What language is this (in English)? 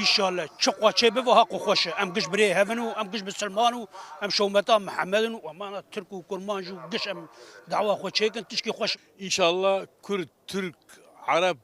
Kurdish